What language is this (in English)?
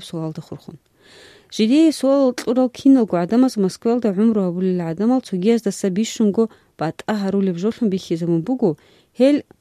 Avaric